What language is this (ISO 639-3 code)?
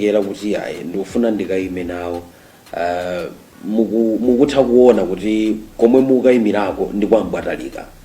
nya